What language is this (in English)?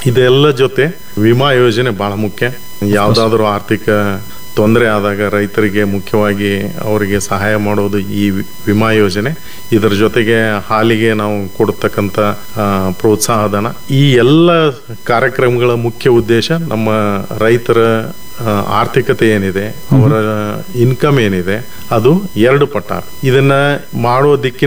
Kannada